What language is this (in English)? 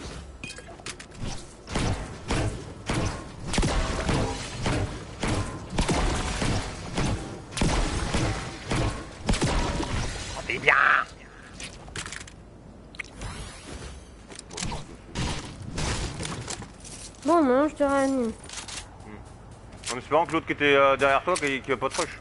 French